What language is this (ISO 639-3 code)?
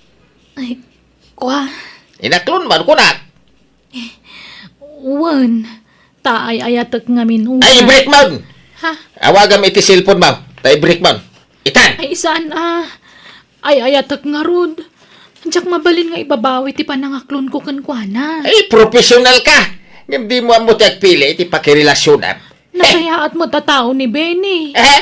ilo